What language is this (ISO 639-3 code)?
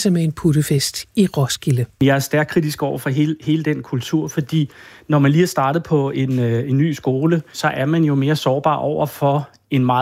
dan